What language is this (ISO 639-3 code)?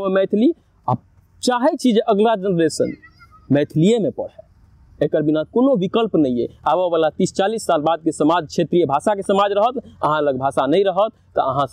mai